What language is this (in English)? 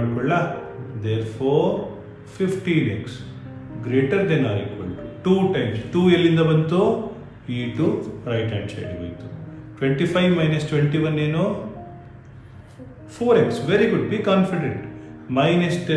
Kannada